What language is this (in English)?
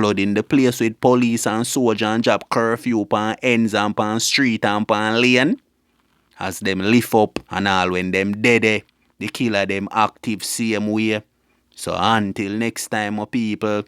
Jamaican Creole English